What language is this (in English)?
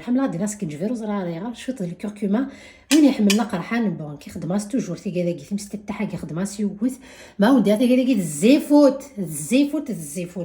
Kabyle